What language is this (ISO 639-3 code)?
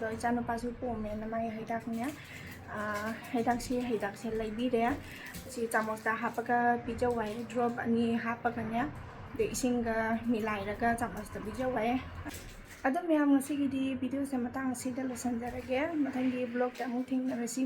mni